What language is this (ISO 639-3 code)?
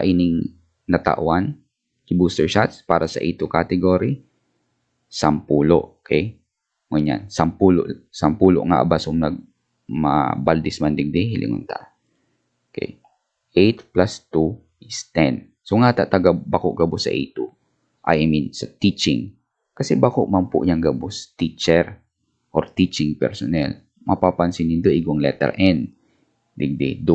bik